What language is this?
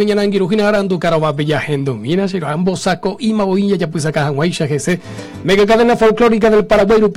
Guarani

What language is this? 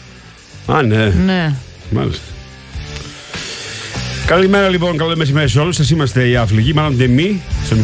Greek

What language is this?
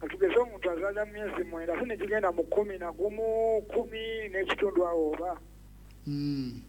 Ganda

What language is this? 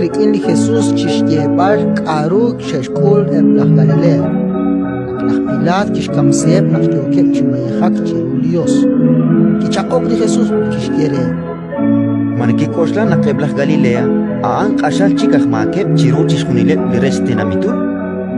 Kekchí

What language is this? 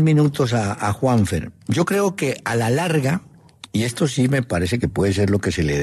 Spanish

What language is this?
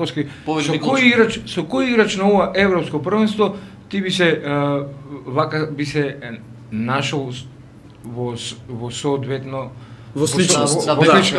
Macedonian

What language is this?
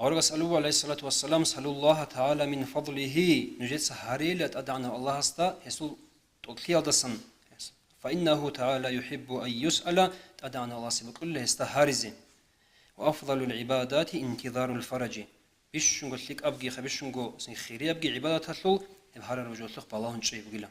Avaric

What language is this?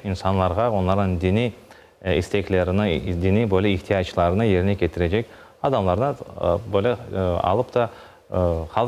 Crimean Tatar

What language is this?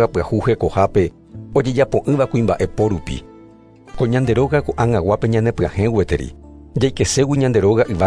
Guarani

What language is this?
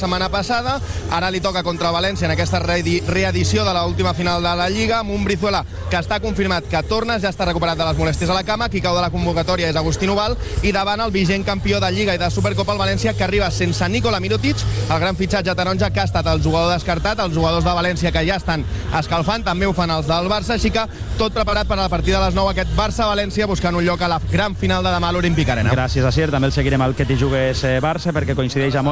Catalan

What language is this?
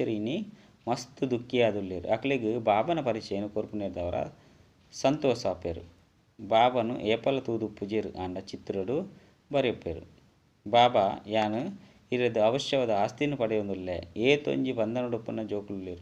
Tulu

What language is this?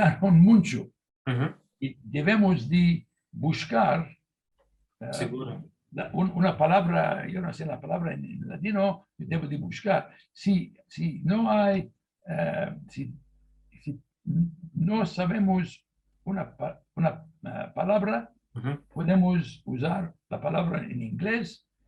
Ladino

